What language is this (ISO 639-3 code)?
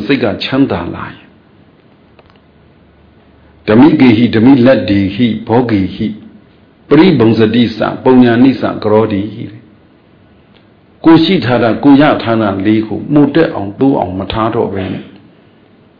mya